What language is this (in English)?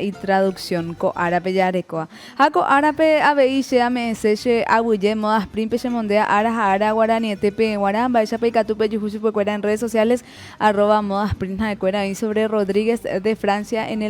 Guarani